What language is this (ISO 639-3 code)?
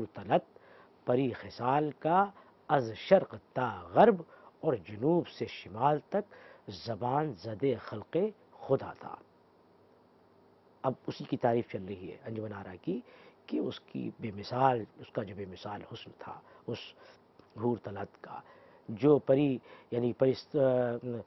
urd